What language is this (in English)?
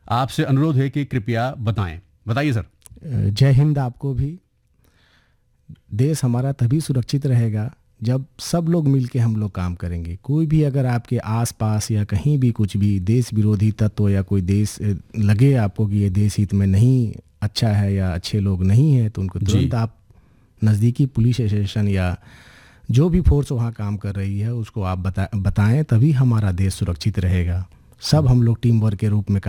Hindi